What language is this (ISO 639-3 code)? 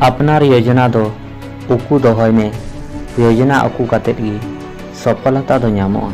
sat